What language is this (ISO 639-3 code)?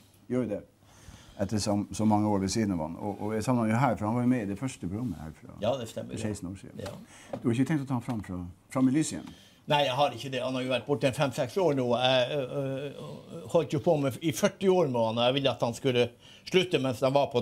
nor